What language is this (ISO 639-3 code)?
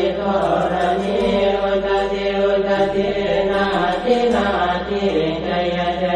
pli